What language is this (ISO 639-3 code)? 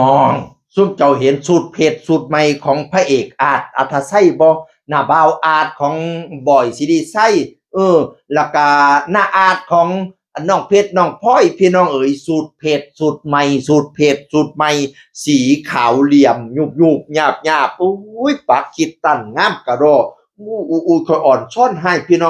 tts